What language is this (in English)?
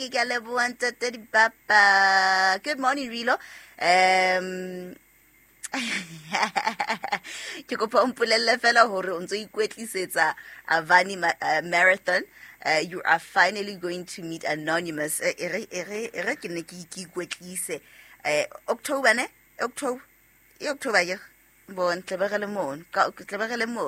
Southern Sotho